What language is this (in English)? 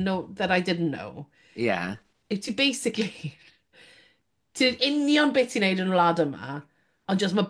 Welsh